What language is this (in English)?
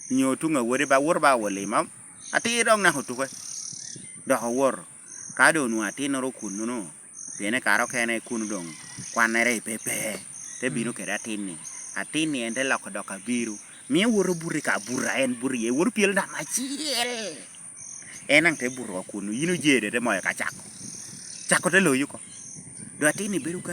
Lango (Uganda)